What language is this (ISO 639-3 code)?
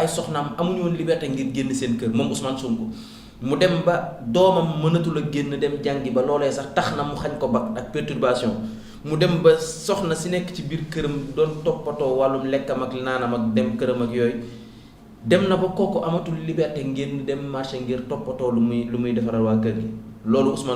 wol